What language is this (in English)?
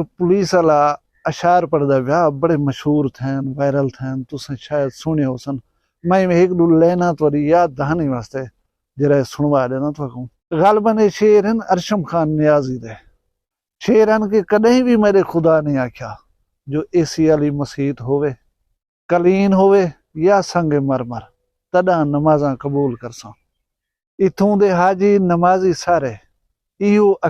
Saraiki